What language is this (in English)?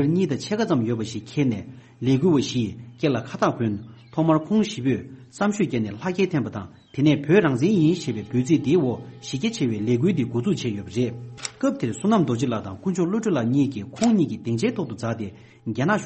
Tibetan